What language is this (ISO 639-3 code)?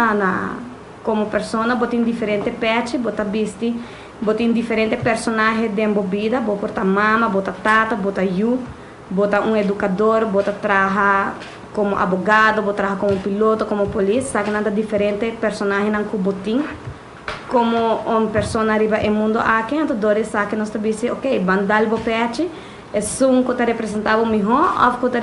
pap